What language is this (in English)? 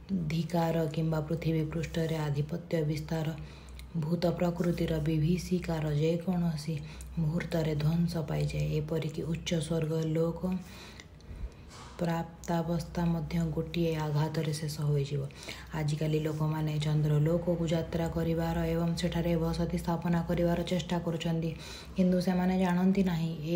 Odia